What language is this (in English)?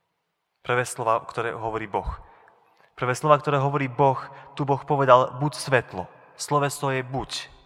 Slovak